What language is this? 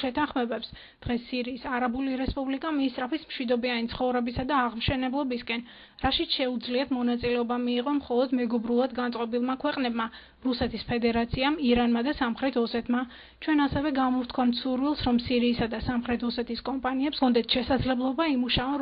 Georgian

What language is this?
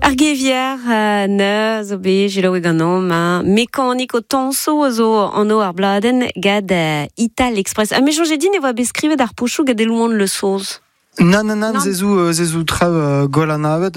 Breton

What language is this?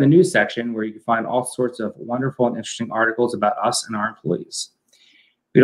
English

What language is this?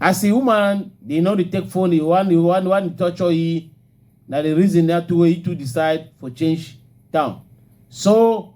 Cameroon Pidgin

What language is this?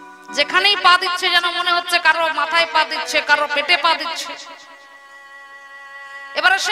Bangla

